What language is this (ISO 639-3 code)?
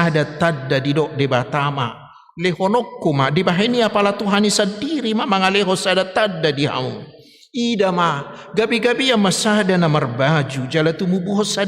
bbc